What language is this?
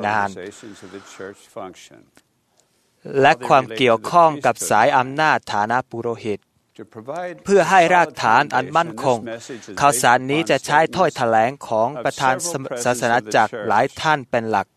Thai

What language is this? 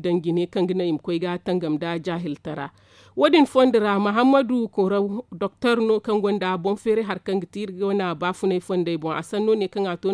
Zarma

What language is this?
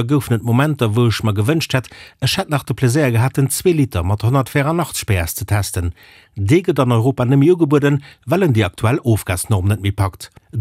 Luxembourgish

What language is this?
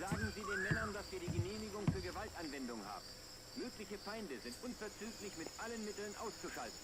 Bavarian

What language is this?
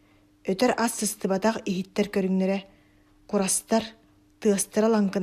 Yakut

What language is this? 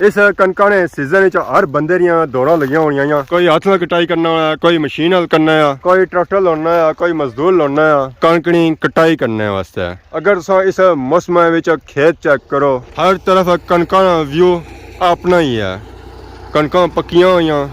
Pahari-Potwari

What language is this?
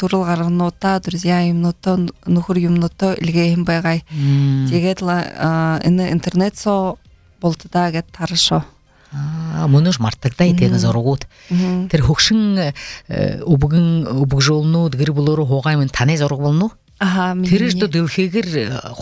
Buriat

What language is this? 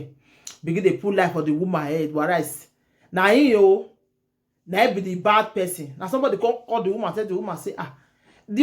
Nigerian Pidgin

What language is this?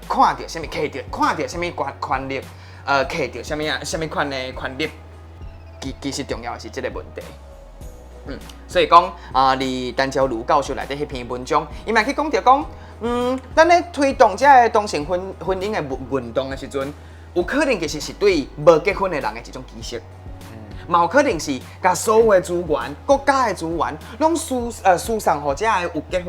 Min Nan Chinese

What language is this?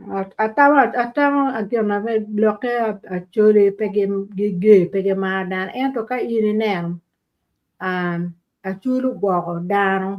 Acoli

